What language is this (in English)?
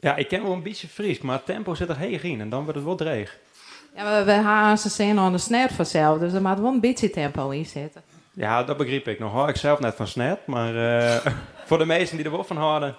Western Frisian